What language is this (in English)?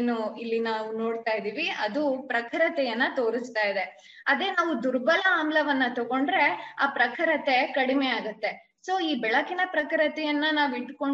Kannada